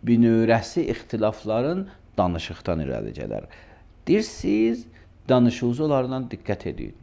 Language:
Azerbaijani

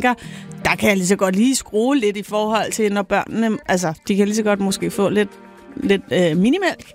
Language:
Danish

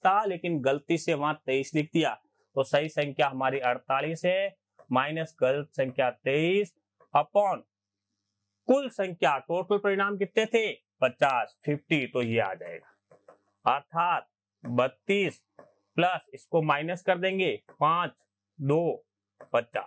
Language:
Hindi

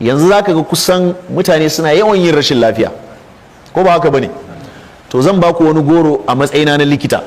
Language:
Hausa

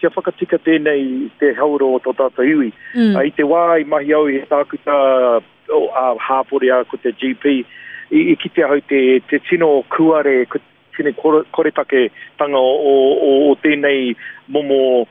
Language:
Māori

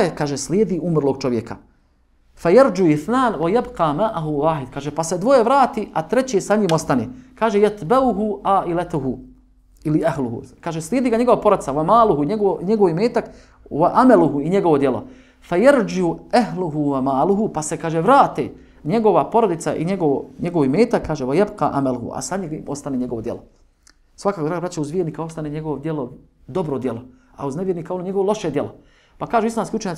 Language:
Bosnian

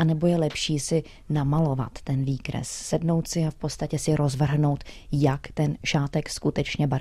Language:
Czech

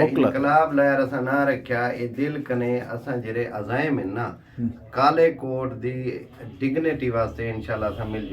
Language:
Eastern Balochi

